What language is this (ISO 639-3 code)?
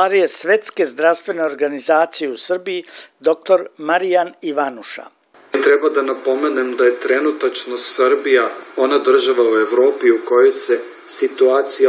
srp